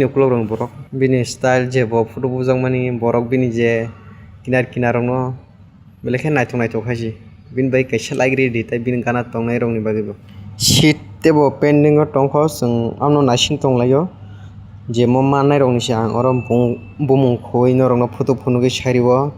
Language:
Kok Borok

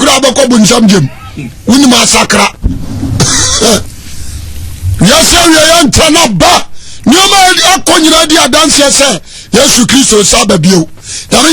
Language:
Akan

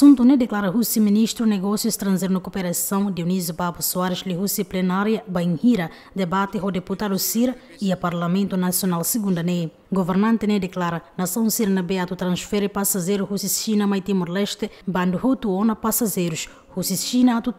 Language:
Tetum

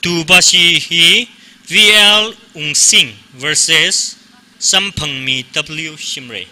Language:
Tangkhul Naga (India)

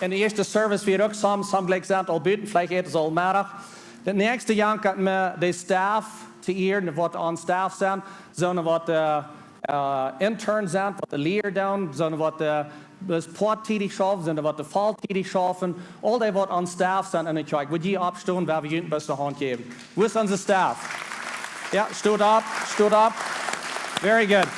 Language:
Plautdietsch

